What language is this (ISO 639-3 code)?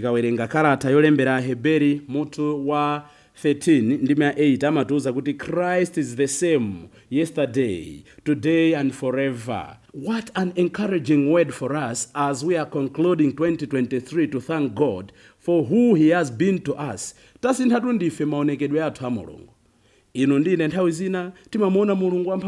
nya